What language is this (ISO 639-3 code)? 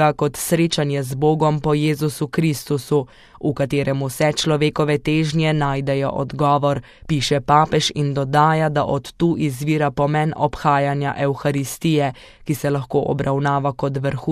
slv